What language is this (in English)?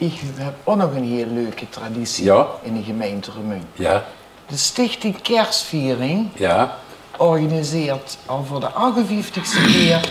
Limburgish